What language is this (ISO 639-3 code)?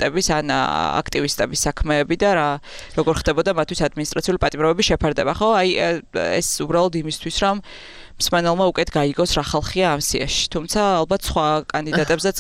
kat